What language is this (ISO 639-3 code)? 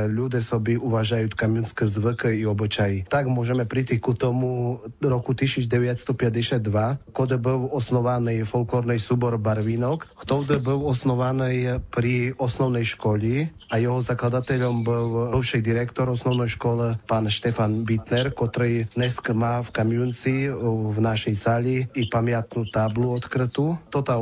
rue